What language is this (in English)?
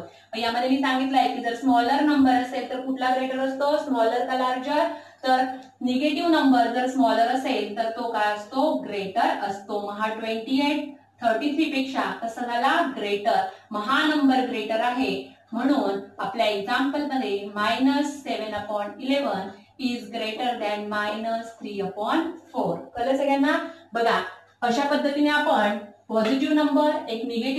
Marathi